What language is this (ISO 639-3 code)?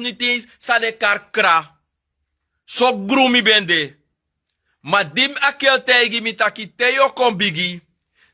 srn